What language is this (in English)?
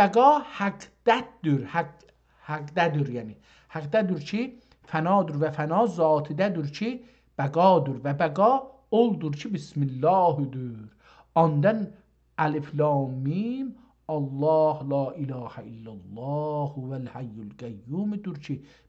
South Azerbaijani